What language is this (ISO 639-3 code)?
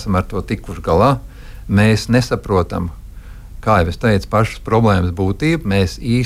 lav